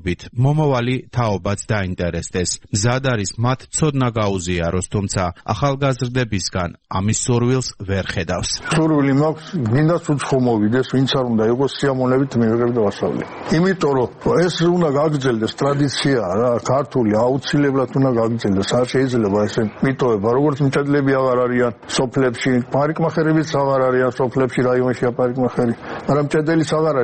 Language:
Georgian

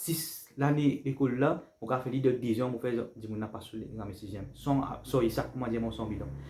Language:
Morisyen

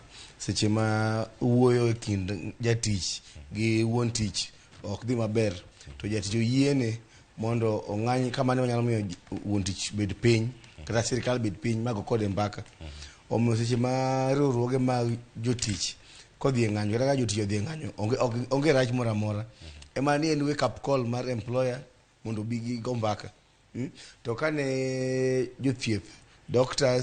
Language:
Luo (Kenya and Tanzania)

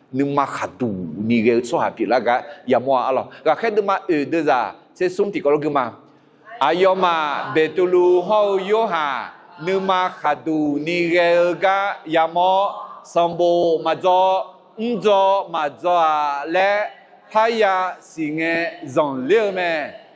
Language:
Akha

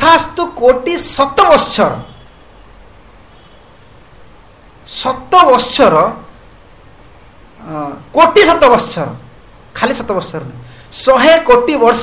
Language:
Odia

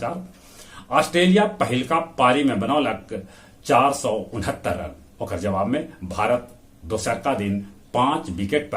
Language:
Magahi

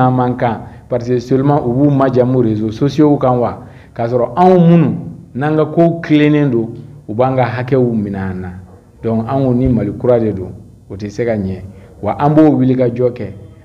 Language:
Bambara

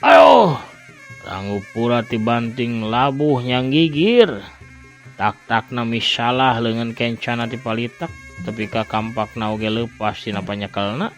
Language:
Sundanese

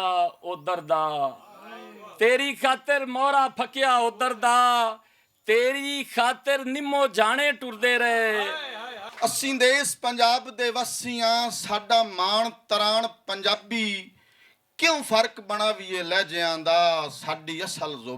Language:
Western Panjabi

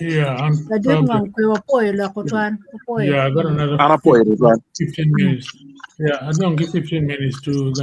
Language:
Acoli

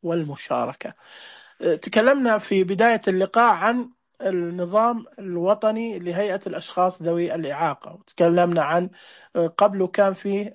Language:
Najdi Arabic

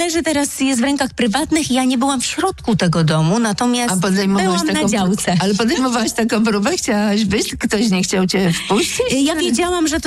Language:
Polish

